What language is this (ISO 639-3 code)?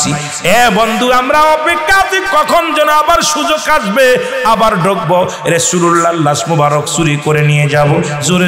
ben